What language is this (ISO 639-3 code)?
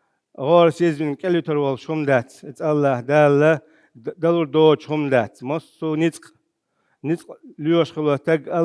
che